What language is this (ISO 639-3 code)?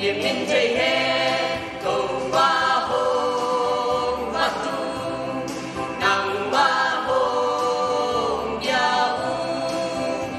ctd